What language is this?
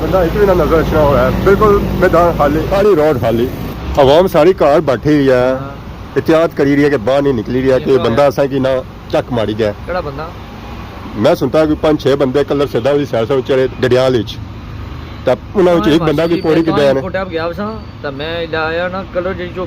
Pahari-Potwari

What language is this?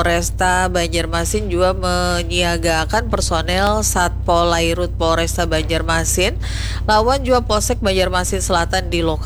Banjar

